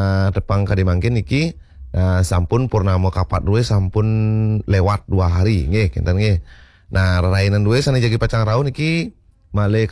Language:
Balinese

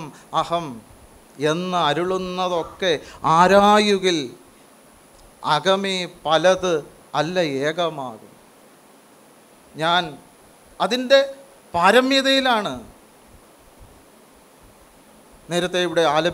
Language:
Malayalam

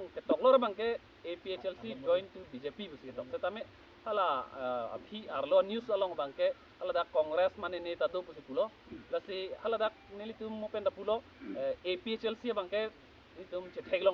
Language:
Karbi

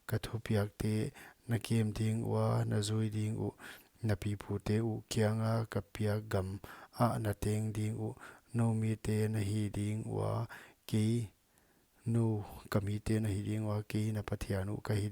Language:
Paite Chin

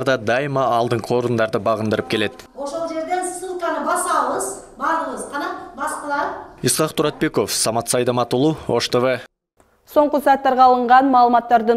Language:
Kyrgyz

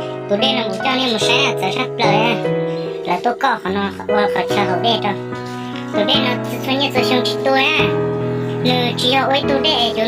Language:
Hmong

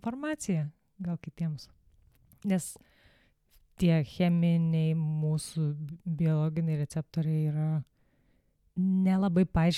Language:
Lithuanian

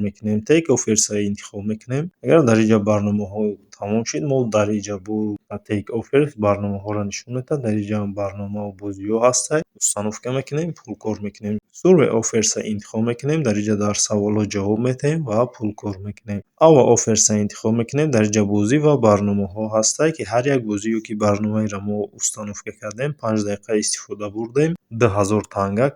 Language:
Tajik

